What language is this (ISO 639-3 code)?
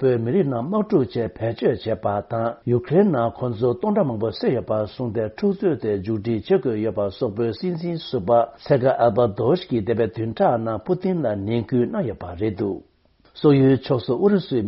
bod